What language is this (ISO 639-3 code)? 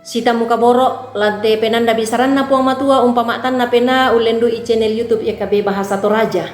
sda